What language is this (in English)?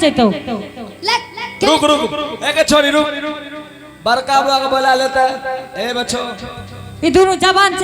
Angika